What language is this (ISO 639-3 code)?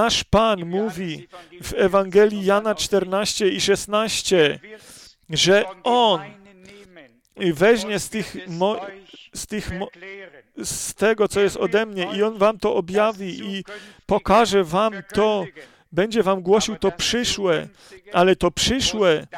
pol